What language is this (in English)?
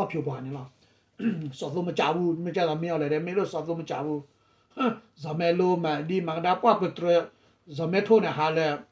S'gaw Karen